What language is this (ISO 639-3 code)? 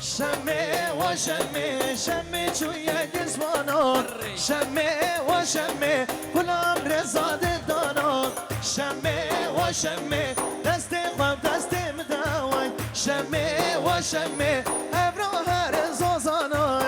kur